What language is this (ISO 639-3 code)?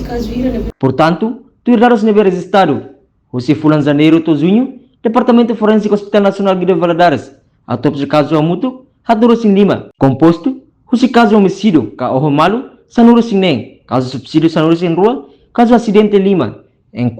tet